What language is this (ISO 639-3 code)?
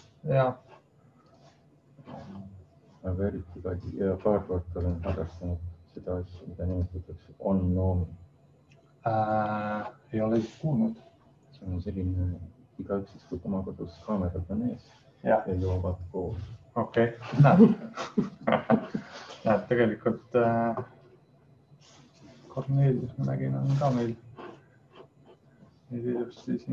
est